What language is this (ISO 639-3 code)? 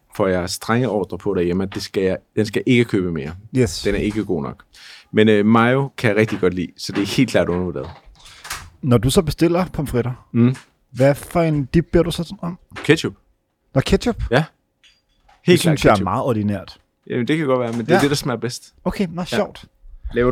dan